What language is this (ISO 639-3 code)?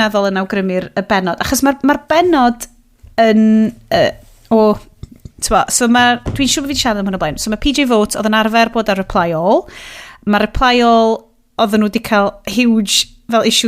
cym